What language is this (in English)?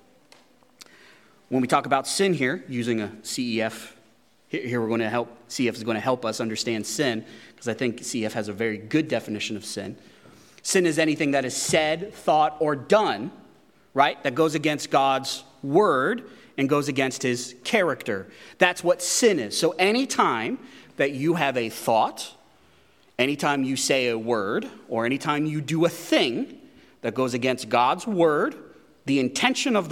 English